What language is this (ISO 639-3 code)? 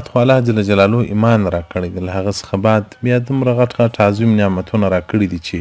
pus